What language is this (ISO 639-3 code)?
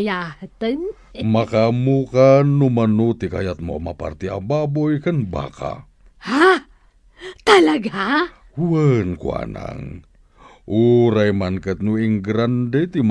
ilo